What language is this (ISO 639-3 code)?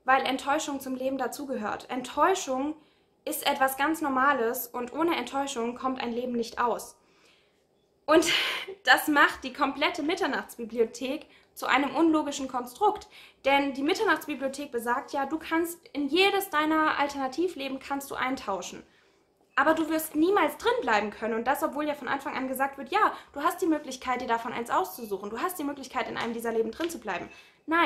deu